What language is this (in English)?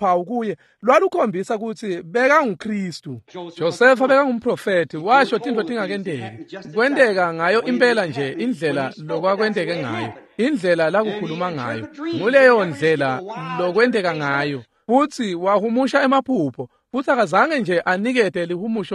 Swati